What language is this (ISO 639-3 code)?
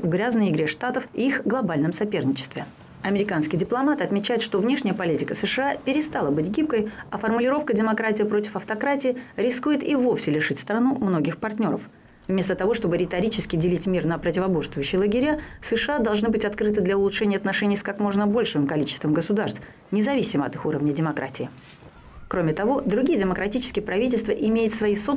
rus